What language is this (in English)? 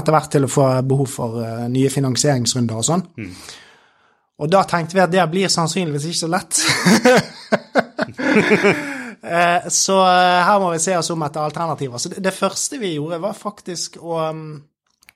Norwegian